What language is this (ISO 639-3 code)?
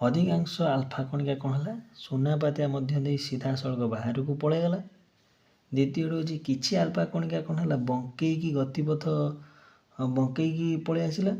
ori